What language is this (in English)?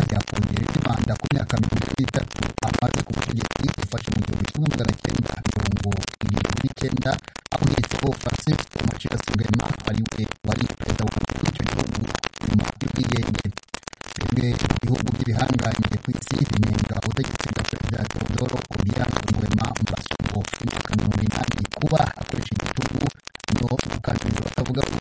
Kinyarwanda